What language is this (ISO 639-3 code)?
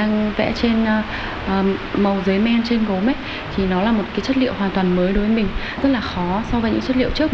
vie